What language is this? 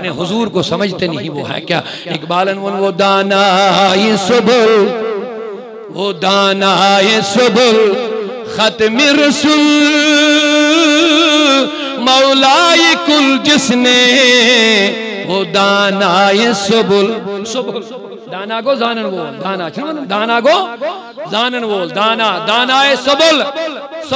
Kashmiri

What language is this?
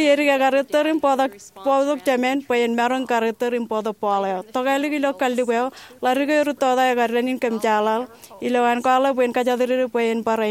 Marshallese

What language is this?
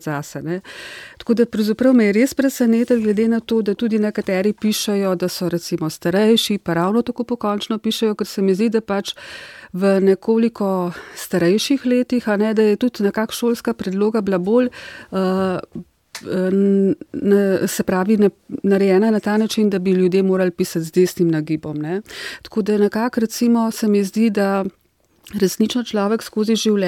Slovenian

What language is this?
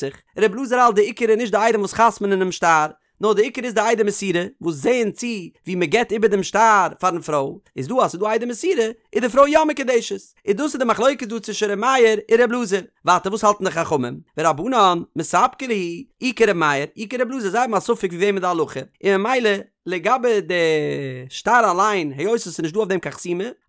Yiddish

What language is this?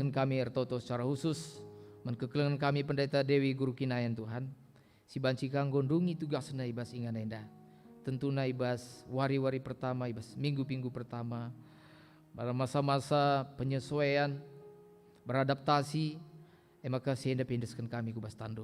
Batak Karo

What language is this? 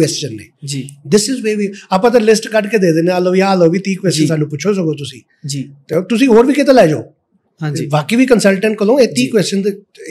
Punjabi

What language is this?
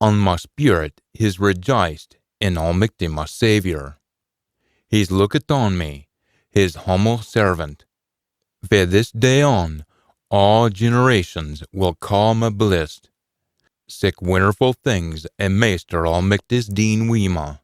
Scots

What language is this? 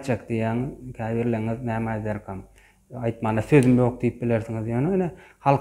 Turkmen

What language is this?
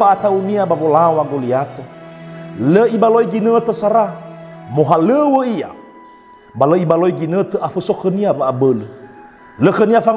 Nias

